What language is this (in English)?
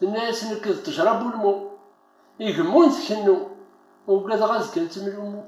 Kabyle